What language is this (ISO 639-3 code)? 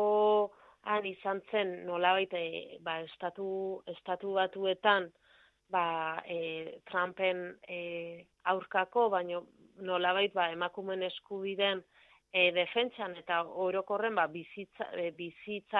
eus